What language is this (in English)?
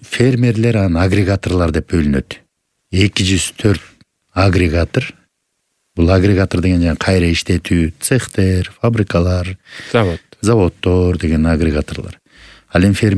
Kyrgyz